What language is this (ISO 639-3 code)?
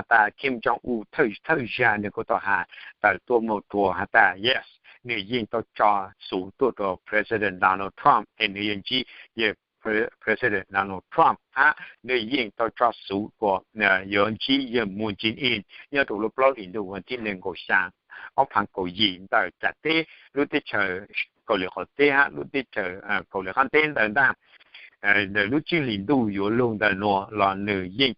hmn